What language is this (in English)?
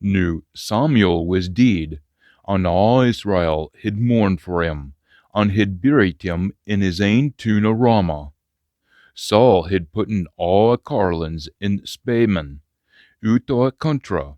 Scots